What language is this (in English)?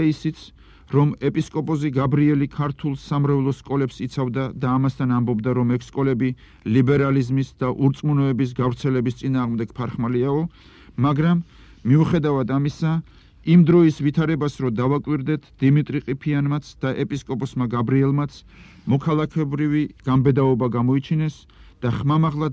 Georgian